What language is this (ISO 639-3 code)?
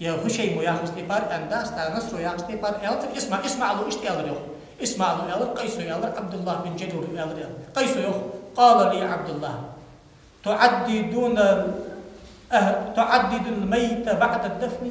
inh